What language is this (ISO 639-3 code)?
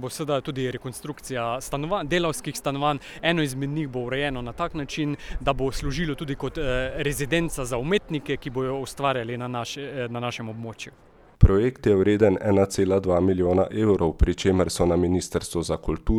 slv